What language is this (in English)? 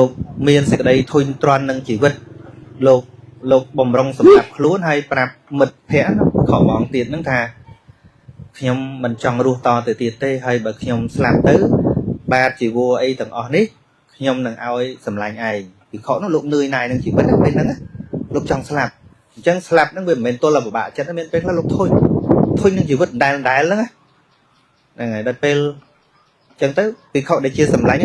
Khmer